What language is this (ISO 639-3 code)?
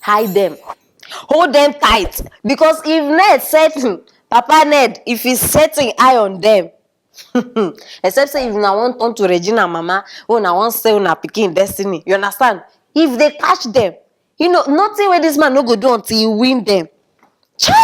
pcm